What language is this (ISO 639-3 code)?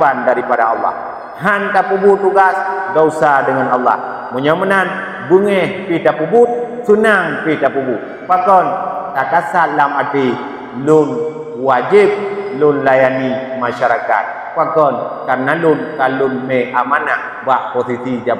ace